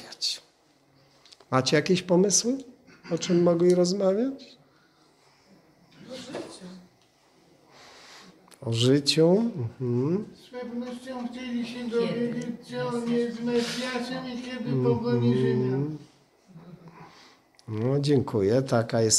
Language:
Polish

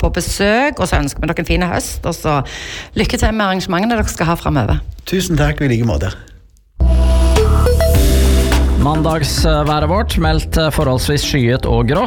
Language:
Norwegian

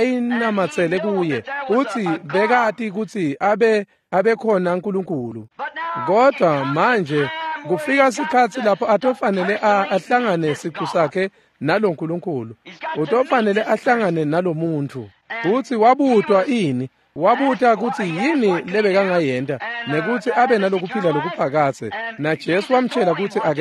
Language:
Swati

